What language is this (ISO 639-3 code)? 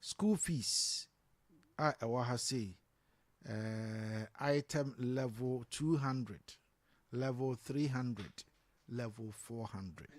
aka